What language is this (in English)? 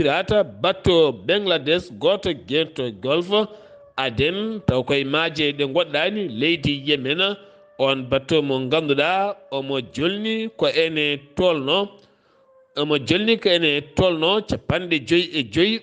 Fula